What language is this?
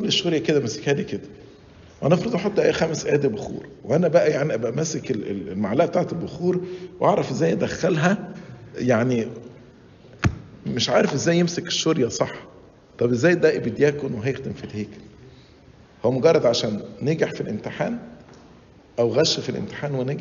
Egyptian Arabic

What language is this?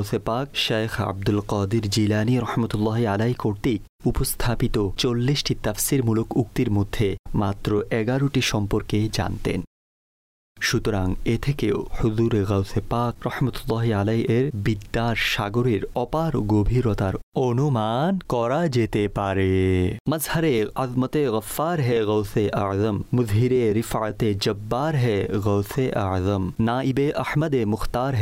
Bangla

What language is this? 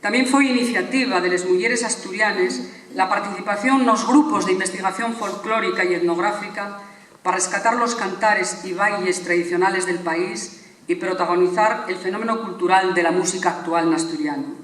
Asturian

